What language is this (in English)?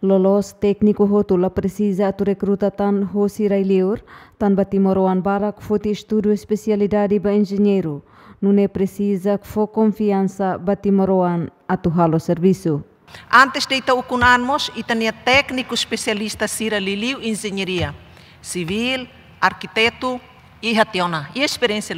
Tetum